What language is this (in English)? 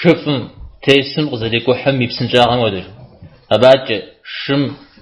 Kabardian